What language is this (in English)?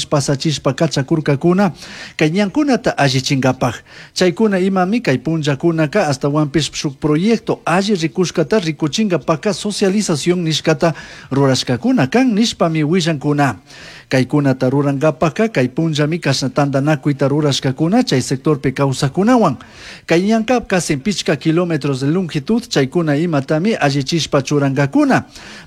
Chimborazo Highland Quichua